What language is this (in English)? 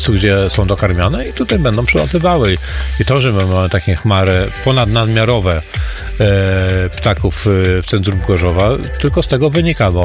Polish